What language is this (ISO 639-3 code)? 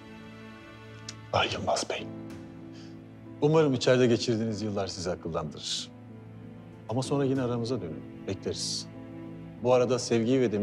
tur